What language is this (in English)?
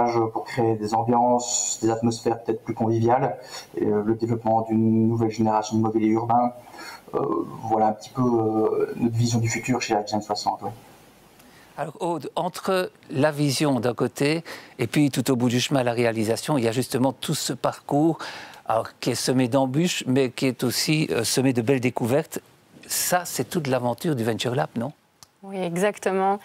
French